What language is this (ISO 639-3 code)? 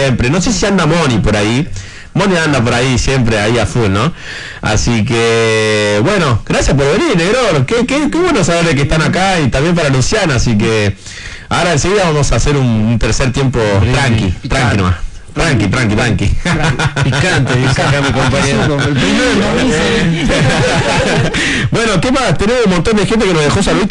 spa